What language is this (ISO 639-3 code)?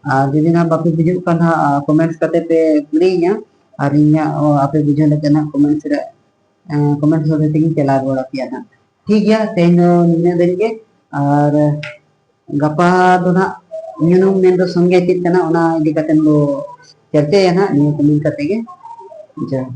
sat